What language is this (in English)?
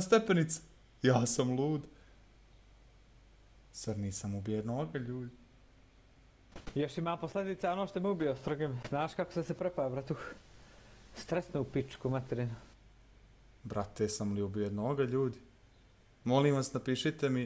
Croatian